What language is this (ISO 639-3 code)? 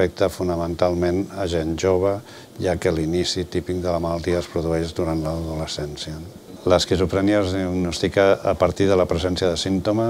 cat